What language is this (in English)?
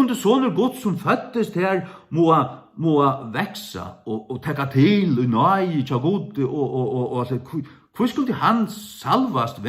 Faroese